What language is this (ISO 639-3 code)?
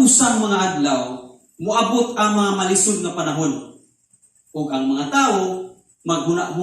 ceb